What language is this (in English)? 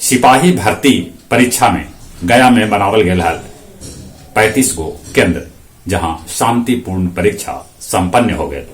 Magahi